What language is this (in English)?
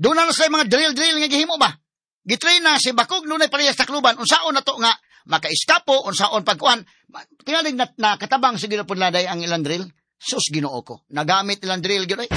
Cebuano